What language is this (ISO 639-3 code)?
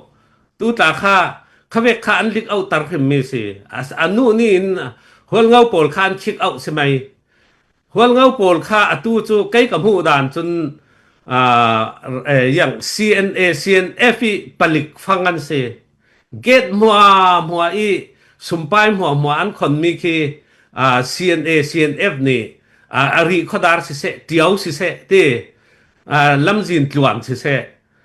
cfm